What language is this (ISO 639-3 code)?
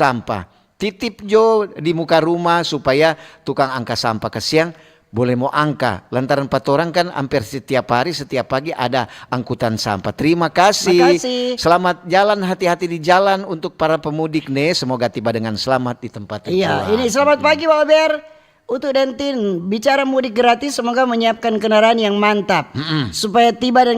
xmm